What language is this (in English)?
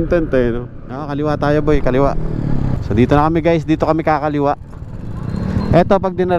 Filipino